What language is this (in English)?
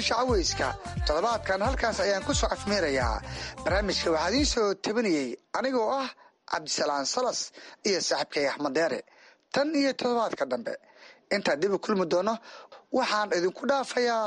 Somali